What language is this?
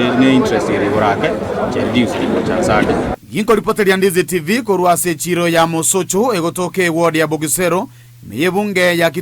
Gusii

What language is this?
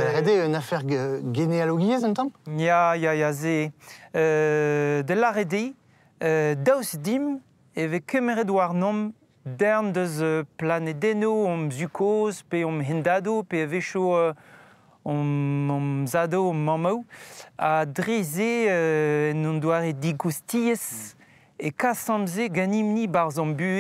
Breton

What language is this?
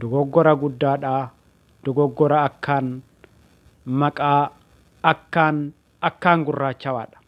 Oromo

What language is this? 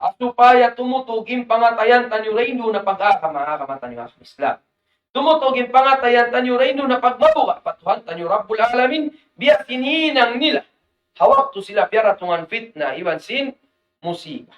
Tausug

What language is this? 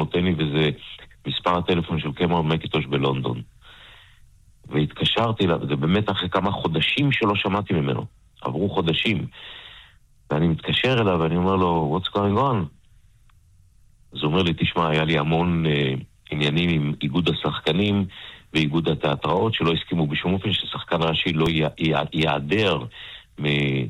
Hebrew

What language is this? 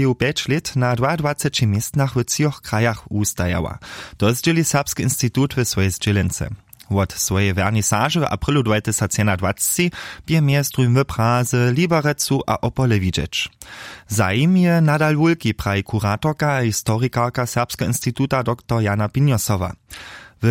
Upper Sorbian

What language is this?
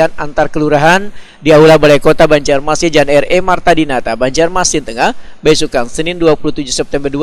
Banjar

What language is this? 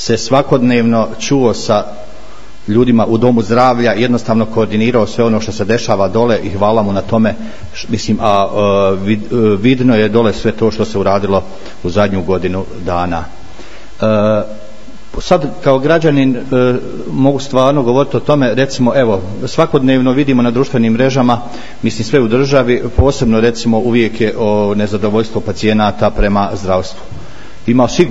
Bosnian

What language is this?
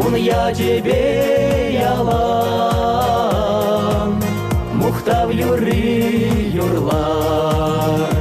Chuvash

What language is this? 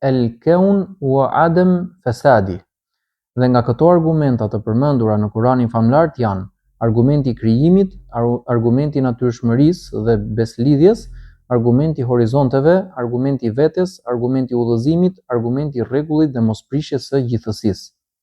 Albanian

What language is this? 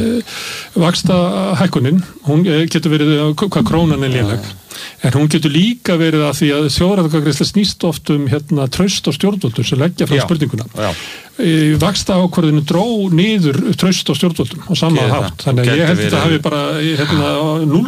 Icelandic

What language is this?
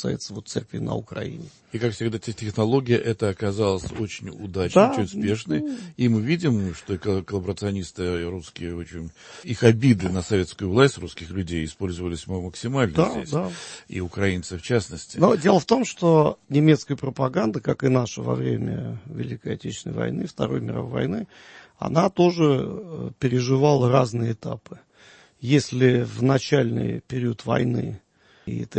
Russian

